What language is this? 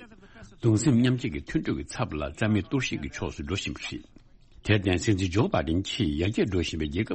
Tibetan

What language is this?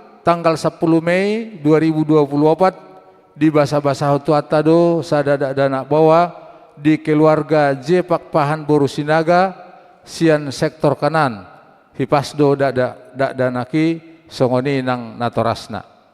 Batak Toba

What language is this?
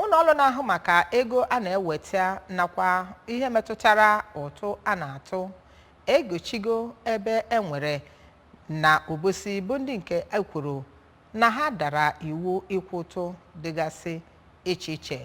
Igbo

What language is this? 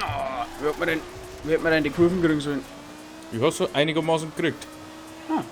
Bavarian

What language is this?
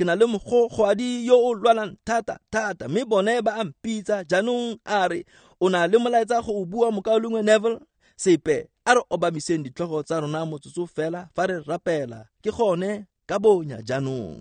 Tswana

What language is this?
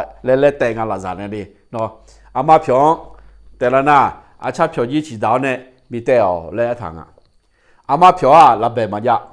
Akha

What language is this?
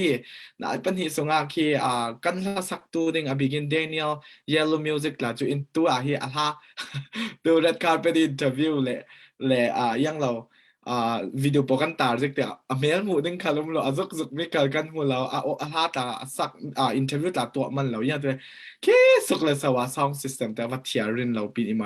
Falam Chin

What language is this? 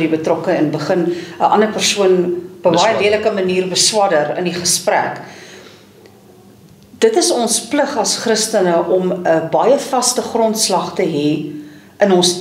Afrikaans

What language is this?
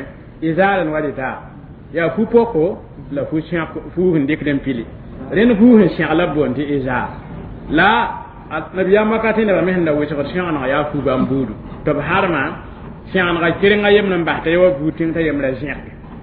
Mossi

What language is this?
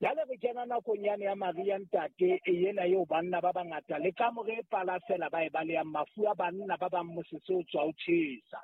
Southern Sotho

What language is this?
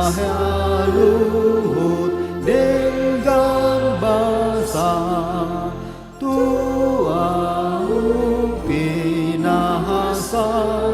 Batak Toba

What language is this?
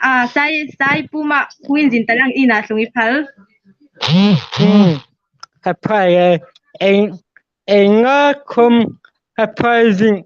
Hmar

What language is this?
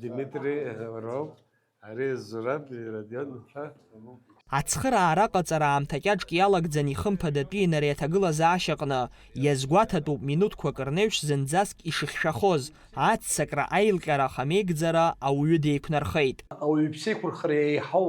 Abkhazian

